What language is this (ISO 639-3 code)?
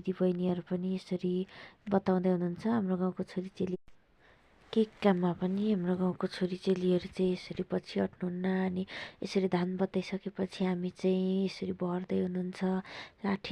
nep